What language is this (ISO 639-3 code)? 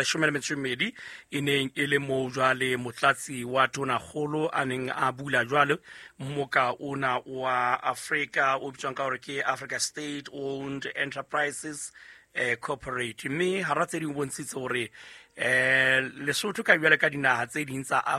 sot